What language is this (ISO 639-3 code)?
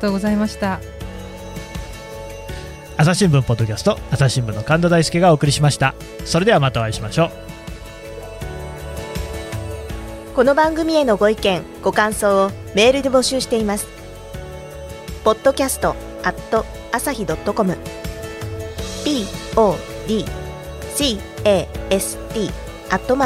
jpn